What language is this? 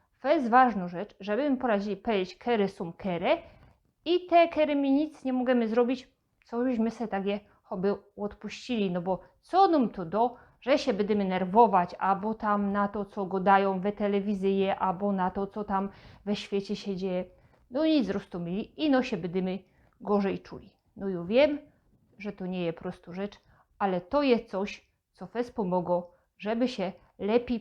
Silesian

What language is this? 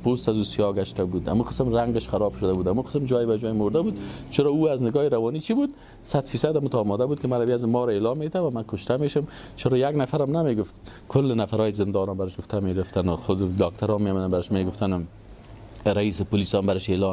Persian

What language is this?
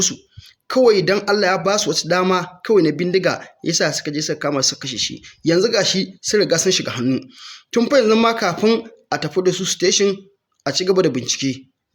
Hausa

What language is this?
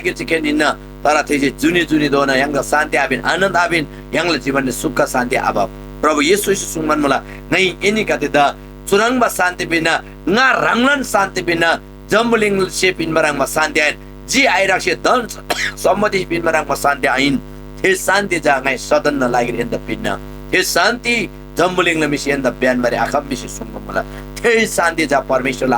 Eastern Tamang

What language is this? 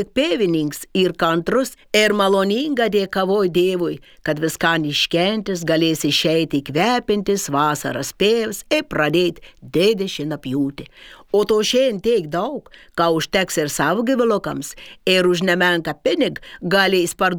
Lithuanian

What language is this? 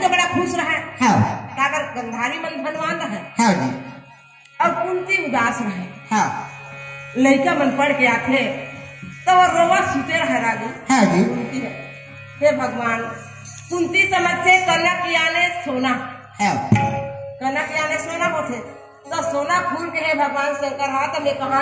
Chhattisgarhi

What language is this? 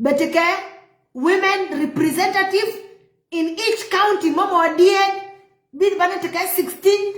Nuer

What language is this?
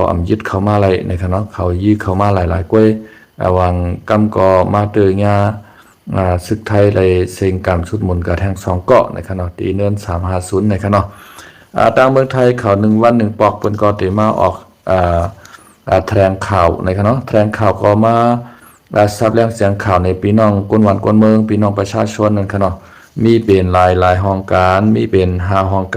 Shan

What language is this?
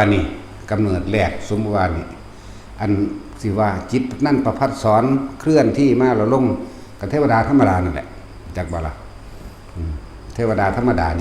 Northeastern Thai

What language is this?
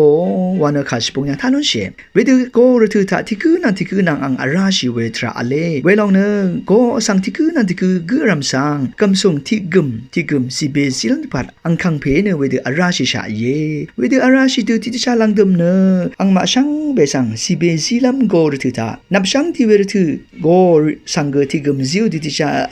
Rawang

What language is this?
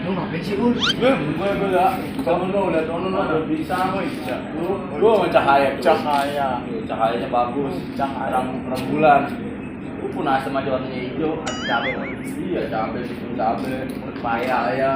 Betawi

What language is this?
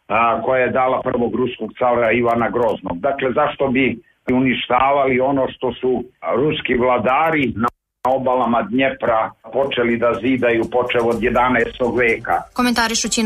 Serbian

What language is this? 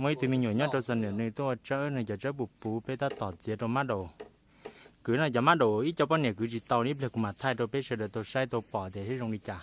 Hmong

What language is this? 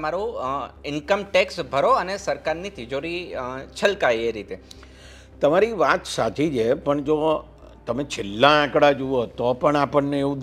Gujarati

